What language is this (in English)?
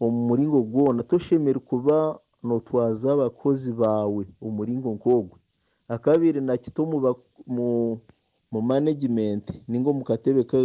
Nyankole